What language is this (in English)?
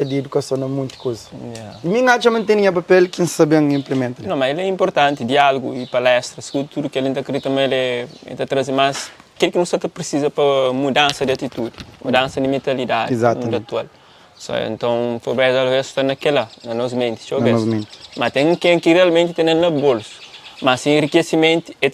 Kabuverdianu